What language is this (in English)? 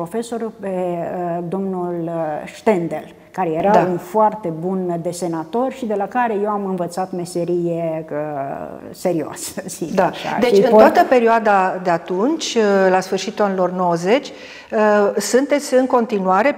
Romanian